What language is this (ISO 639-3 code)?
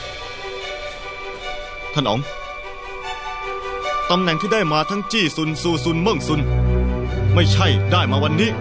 tha